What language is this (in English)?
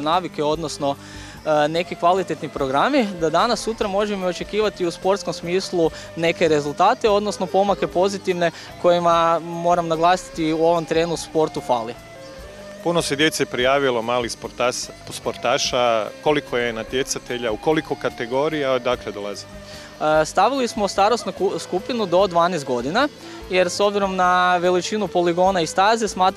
Croatian